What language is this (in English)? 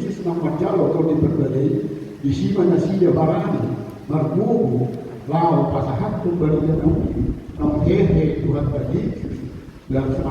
Batak Toba